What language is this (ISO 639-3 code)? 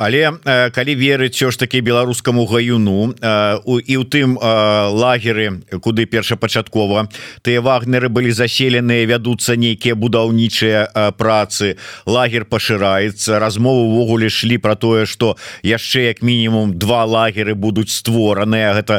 bel